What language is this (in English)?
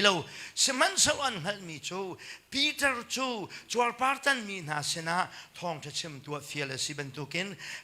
Hakha Chin